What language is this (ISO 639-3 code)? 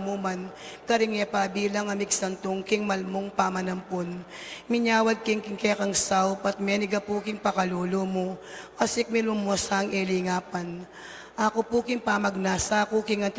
pam